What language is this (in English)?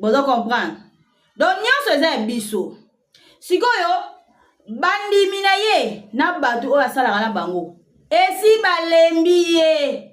Lingala